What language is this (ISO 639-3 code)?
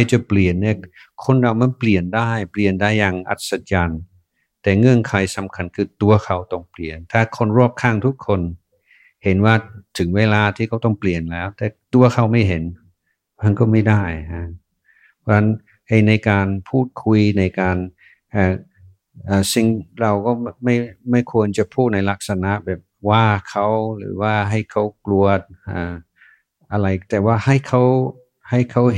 tha